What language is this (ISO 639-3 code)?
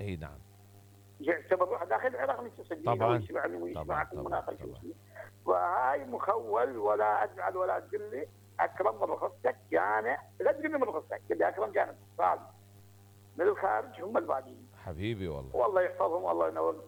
acm